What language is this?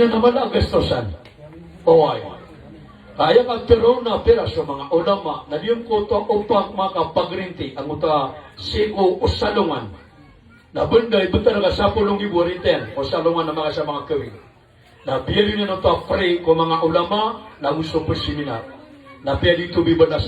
Maranao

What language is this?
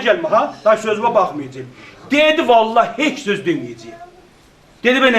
South Azerbaijani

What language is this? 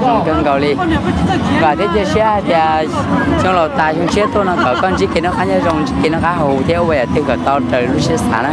Hmong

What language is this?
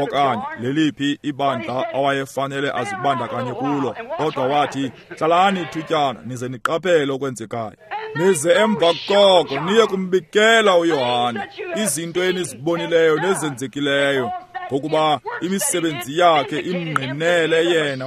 Xhosa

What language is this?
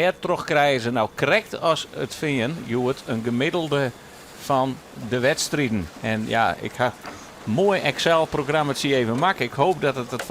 Western Frisian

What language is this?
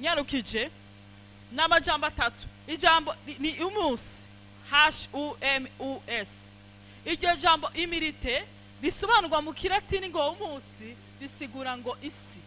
Rundi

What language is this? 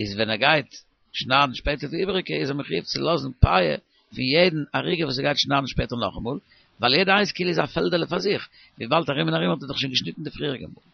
Yiddish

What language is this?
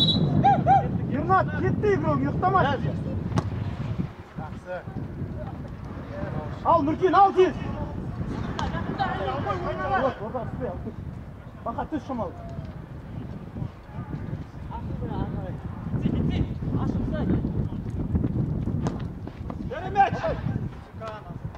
Kazakh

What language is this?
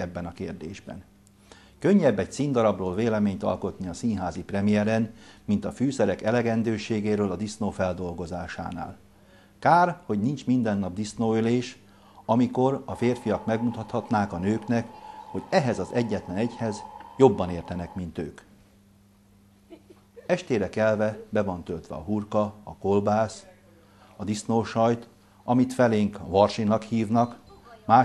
Hungarian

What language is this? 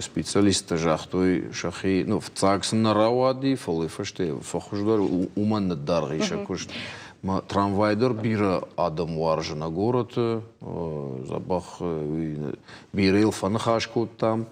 Ossetic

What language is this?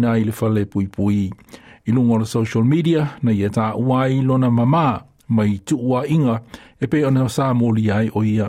Samoan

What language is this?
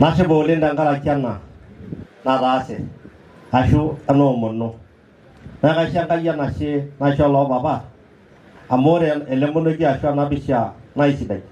Masai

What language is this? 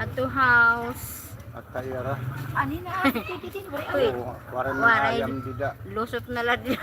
Waray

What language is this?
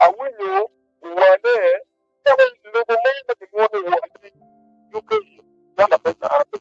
Acoli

